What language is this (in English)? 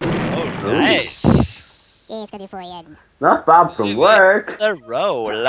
Faroese